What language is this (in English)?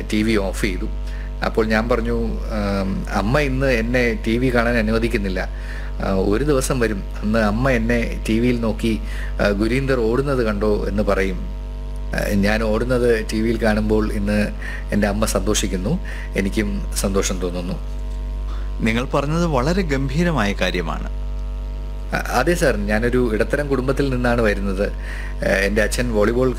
Malayalam